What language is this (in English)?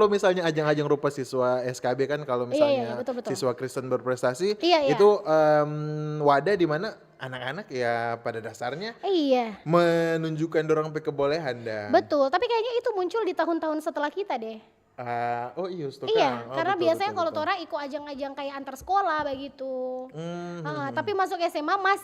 Manado Malay